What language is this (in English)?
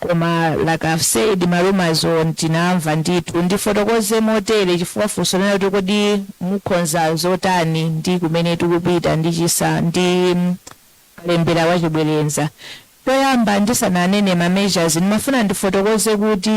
Nyanja